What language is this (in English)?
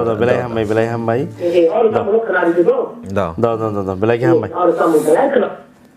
Kok Borok